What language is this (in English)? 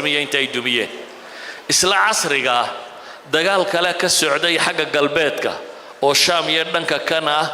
Somali